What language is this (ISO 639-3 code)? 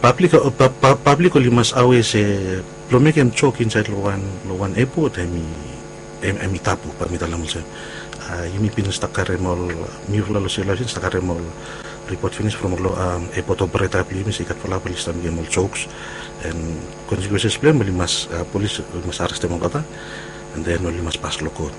bis